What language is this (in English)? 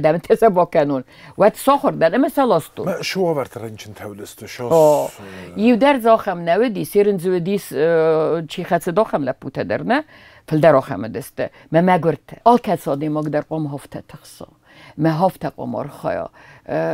Ossetic